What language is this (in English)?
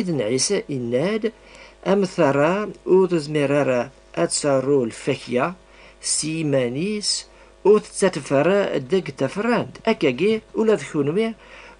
Kabyle